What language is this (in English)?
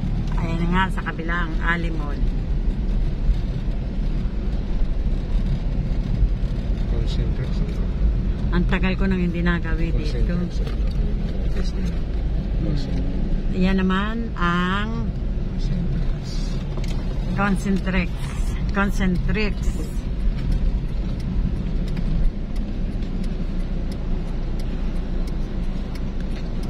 Filipino